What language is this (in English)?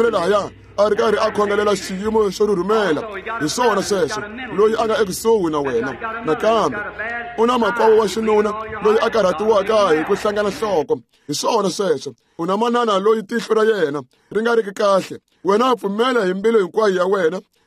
Tsonga